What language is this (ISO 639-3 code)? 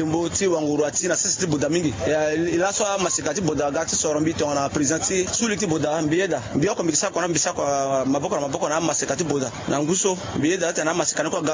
sag